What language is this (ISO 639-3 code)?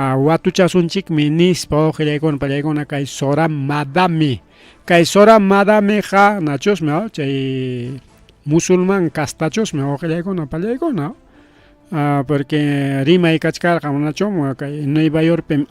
quy